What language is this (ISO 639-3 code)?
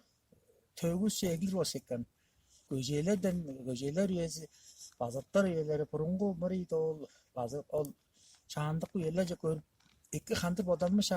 tyv